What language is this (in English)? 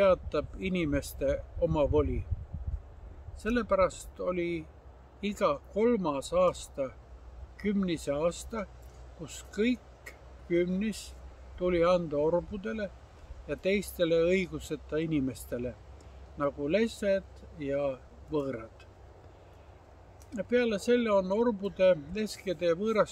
Estonian